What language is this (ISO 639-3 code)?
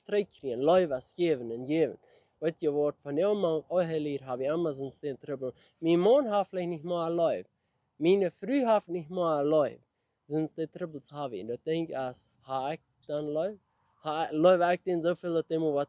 pdt